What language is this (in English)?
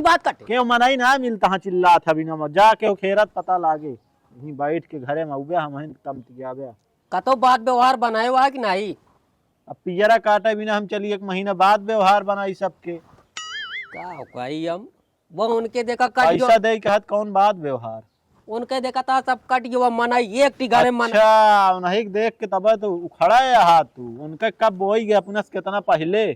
Awadhi